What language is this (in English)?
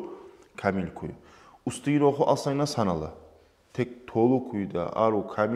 Kumyk